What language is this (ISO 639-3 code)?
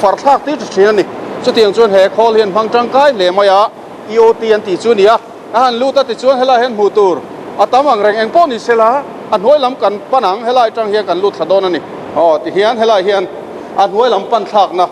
lus